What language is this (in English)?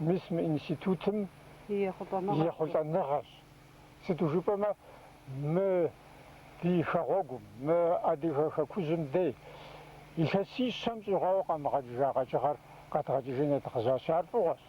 Kabardian